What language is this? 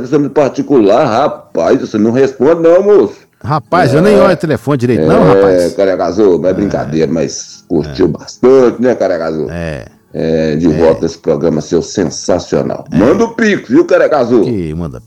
Portuguese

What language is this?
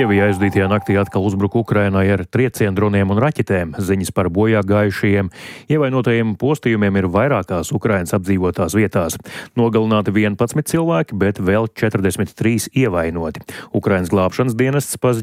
Latvian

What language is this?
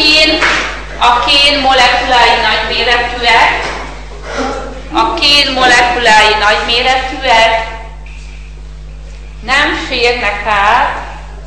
Hungarian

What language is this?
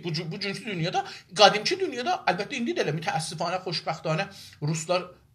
South Azerbaijani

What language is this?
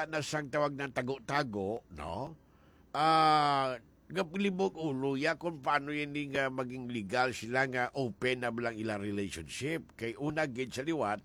Hiligaynon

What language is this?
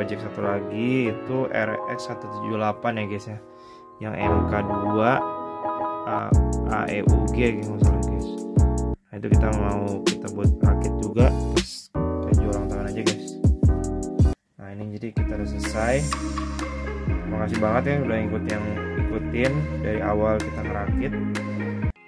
Indonesian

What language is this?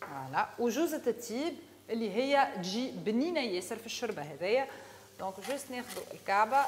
Tunisian Arabic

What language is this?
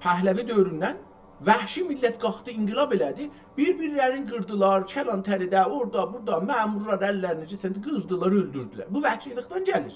South Azerbaijani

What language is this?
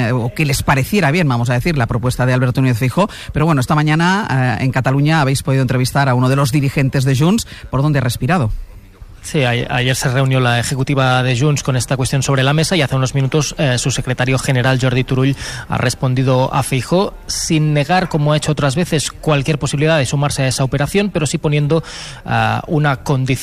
Spanish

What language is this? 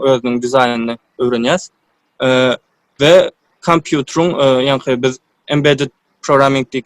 Turkmen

